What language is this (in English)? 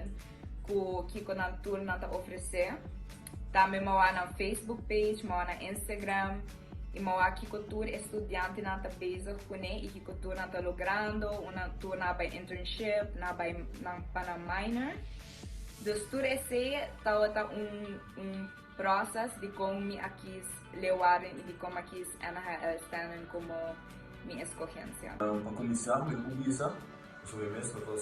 Papiamento